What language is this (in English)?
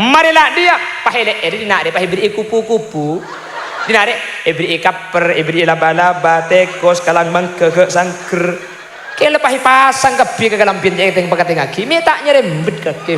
Madurese